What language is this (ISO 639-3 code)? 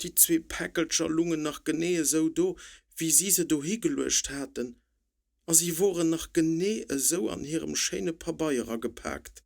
ltz